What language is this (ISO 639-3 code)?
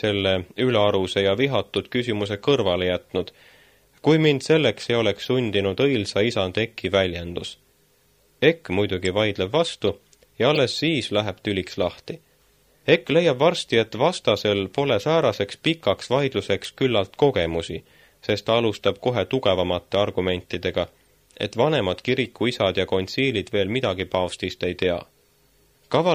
est